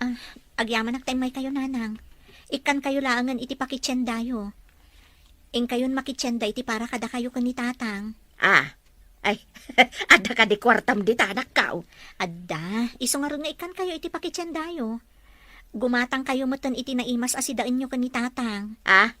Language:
Iloko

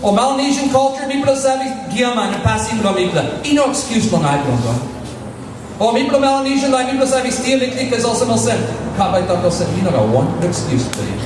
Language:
Tok Pisin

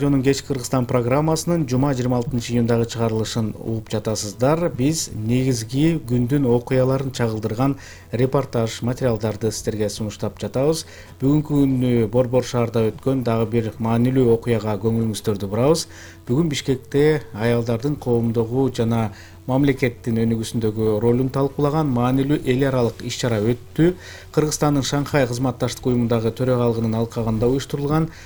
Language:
Kyrgyz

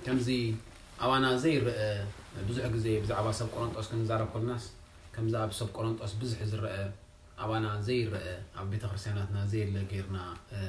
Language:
Tigrinya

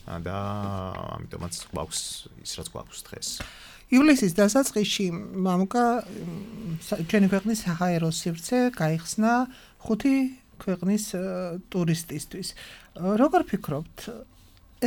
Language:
Georgian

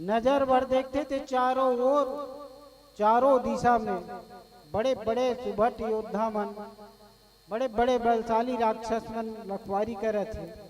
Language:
Chhattisgarhi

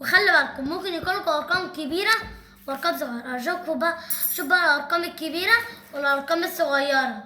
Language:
Egyptian Arabic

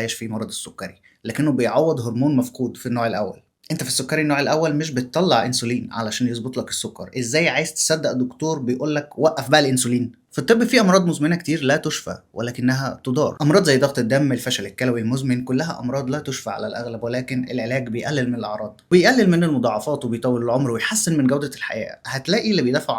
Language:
Egyptian Arabic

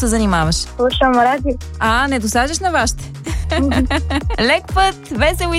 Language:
Bulgarian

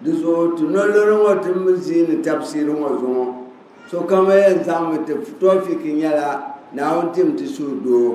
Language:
Dagbani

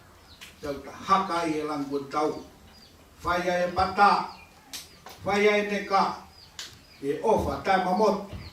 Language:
Tongan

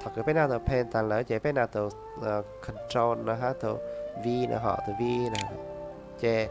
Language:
Hmong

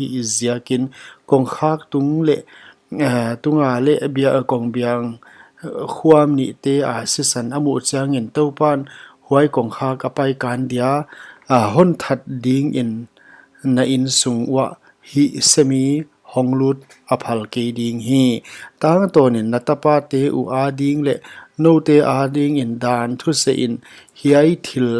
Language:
Paite Chin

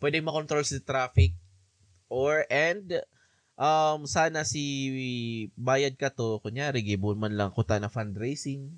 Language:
Bikol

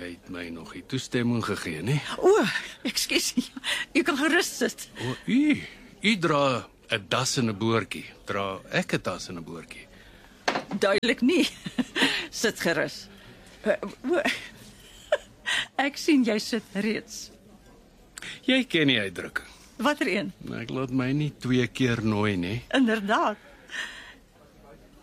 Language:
Afrikaans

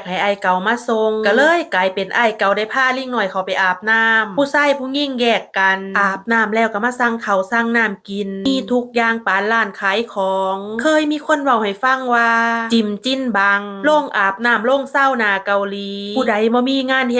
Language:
Northeastern Thai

